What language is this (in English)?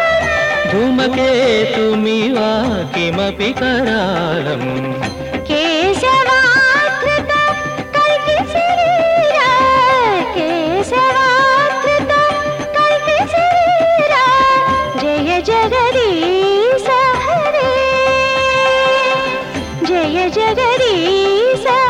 Sanskrit